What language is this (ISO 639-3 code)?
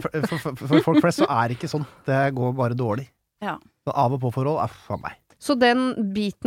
nor